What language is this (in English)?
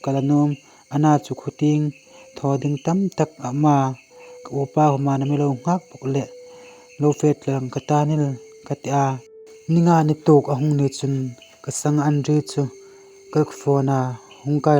Hmar